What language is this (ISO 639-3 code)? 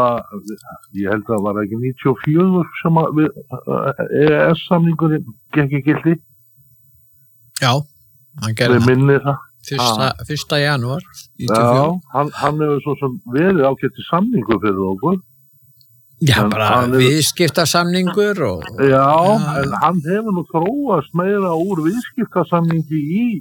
isl